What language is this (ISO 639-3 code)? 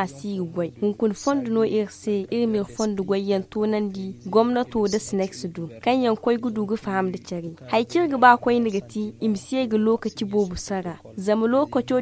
dje